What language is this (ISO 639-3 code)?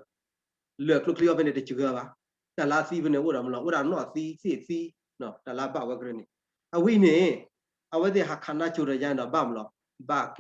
ksw